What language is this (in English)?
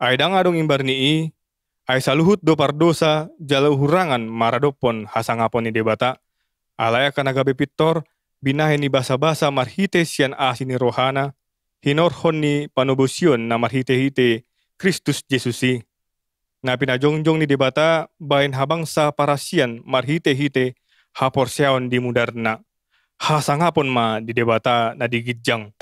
Batak Toba